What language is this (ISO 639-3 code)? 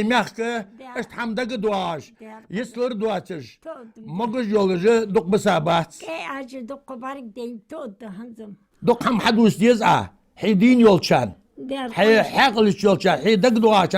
inh